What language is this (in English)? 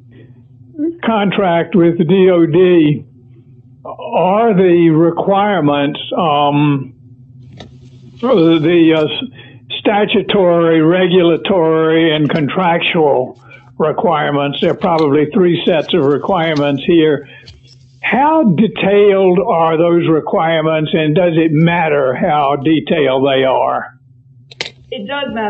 English